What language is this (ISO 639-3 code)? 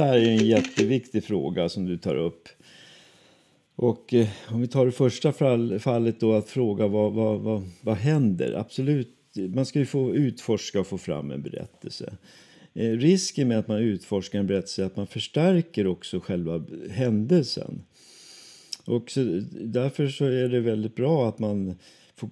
swe